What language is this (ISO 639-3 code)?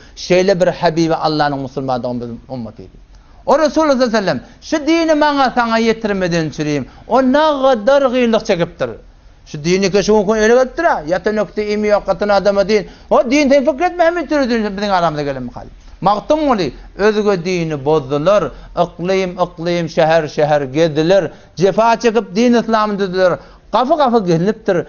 tuk